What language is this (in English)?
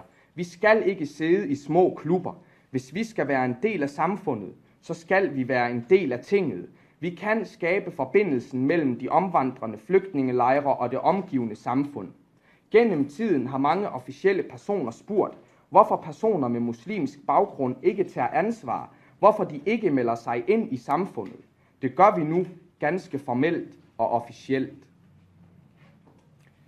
Danish